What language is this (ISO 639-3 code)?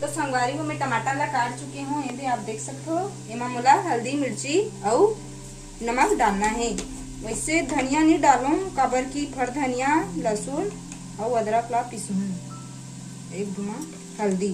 hne